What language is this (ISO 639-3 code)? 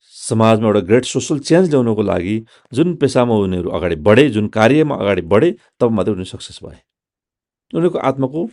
nep